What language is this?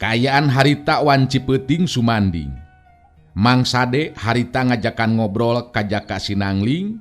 Sundanese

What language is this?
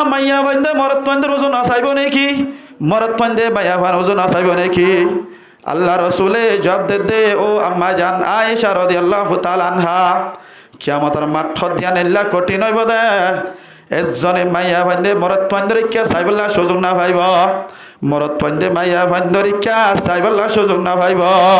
Rohingya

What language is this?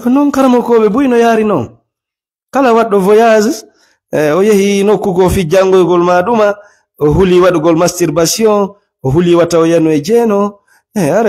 Fula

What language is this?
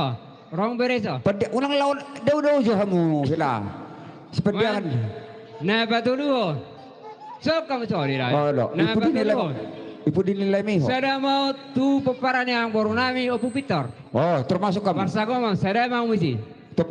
Batak Toba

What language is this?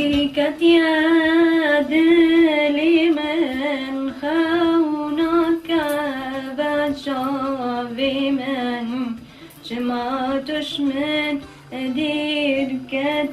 Kurdish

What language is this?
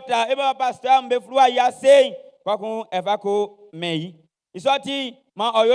Baoulé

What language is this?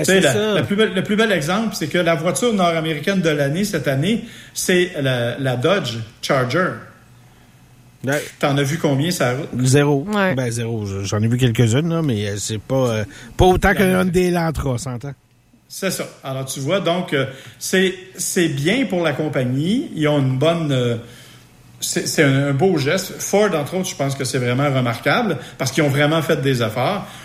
French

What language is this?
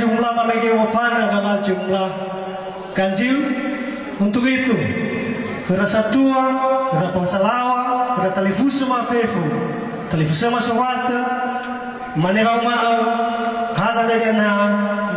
Nias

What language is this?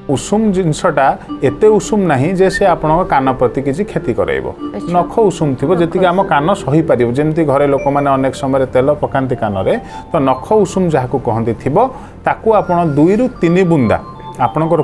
Odia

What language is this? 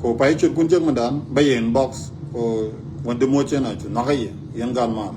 Nuer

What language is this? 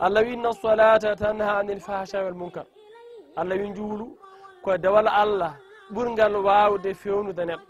Fula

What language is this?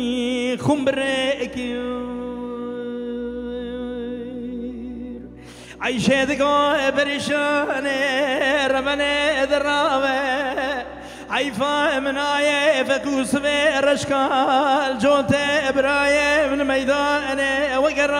Persian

